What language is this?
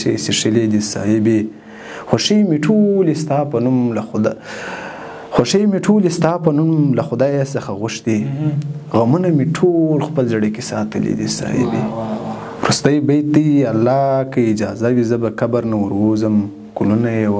Pashto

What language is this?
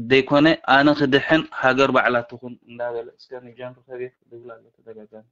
Tigrinya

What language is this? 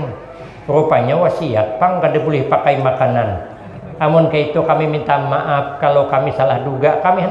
Banjar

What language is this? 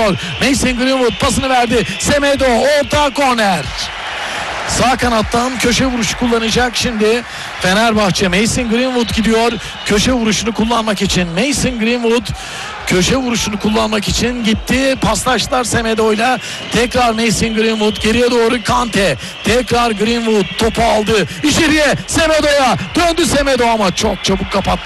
Turkish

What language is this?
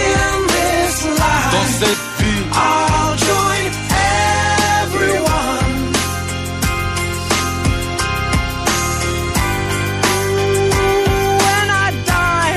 Greek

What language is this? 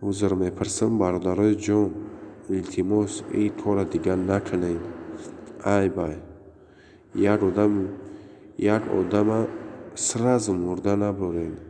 Tajik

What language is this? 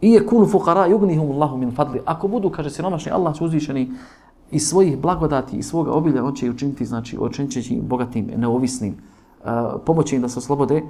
Bosnian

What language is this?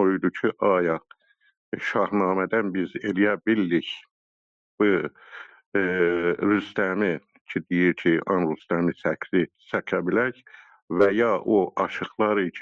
South Azerbaijani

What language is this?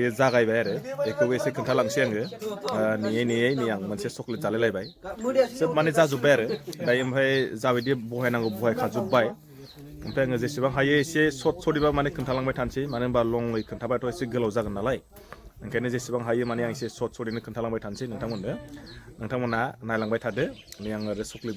Bodo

